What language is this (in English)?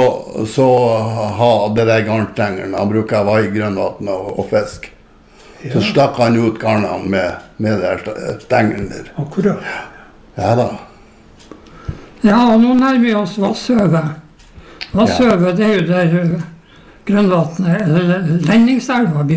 Norwegian